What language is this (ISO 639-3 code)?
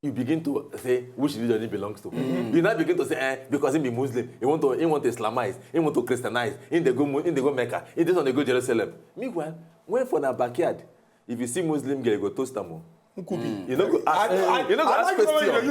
pcm